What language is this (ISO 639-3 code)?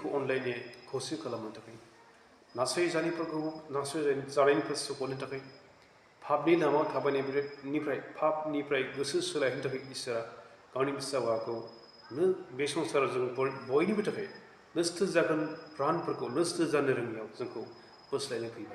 brx